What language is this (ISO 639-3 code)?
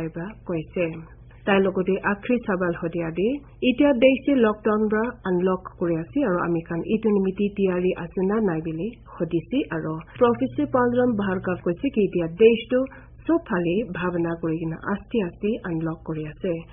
nag